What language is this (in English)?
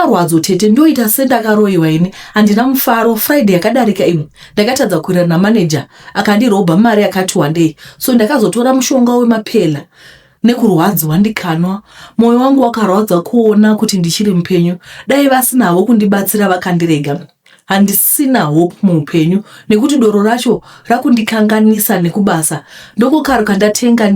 Shona